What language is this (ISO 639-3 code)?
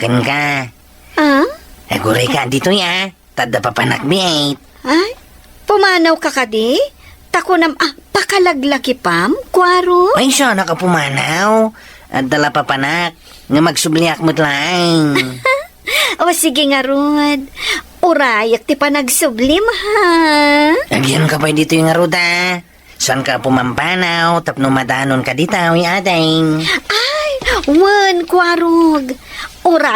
ilo